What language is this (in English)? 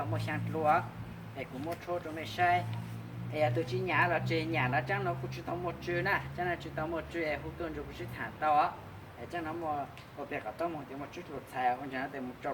Hmong